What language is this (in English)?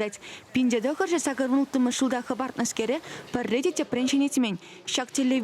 Chuvash